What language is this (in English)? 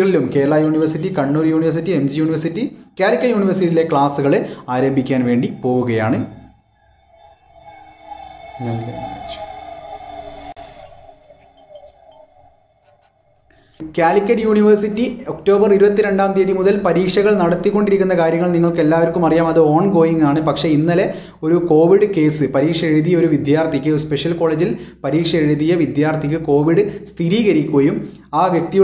Malayalam